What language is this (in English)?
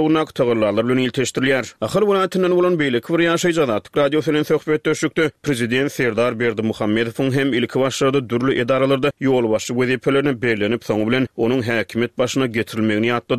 Turkmen